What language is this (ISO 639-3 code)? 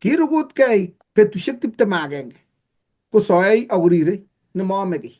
kln